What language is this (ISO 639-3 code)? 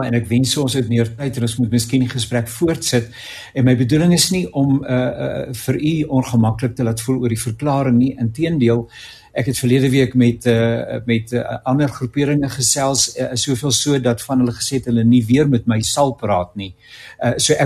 afr